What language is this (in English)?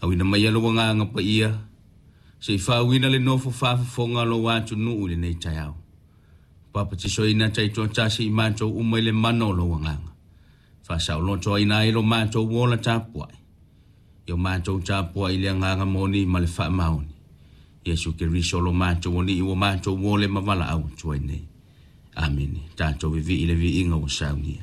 Samoan